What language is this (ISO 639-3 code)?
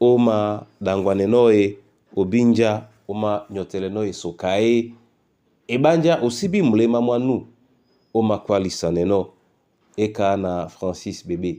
dua